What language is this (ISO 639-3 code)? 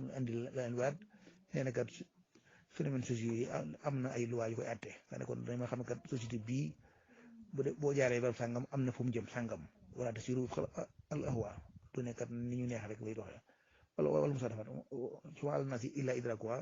wol